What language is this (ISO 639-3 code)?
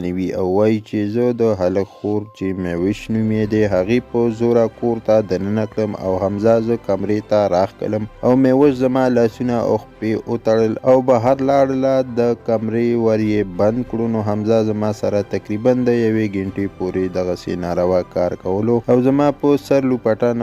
pus